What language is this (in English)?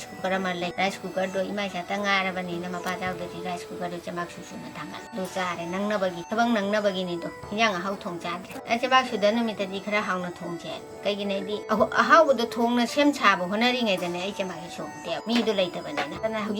Manipuri